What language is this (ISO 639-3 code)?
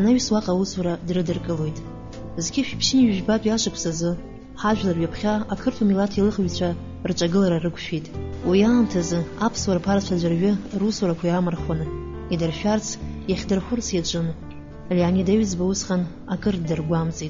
abk